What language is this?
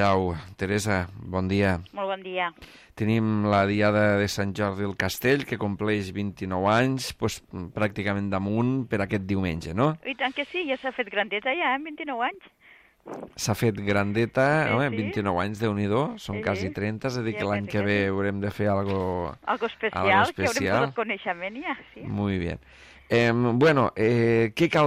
Catalan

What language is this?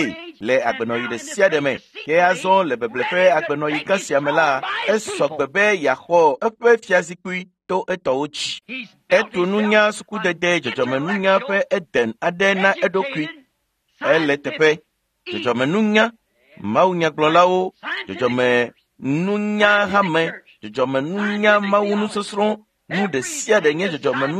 Ewe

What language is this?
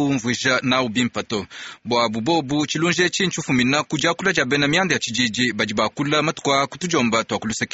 Luba-Lulua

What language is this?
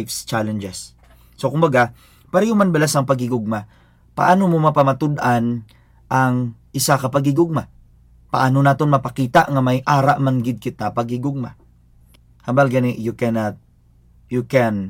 Hiligaynon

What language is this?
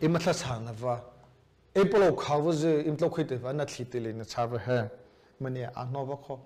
Mara Chin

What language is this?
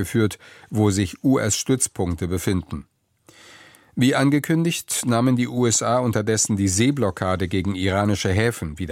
German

